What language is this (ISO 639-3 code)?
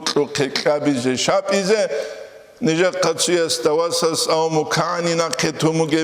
ava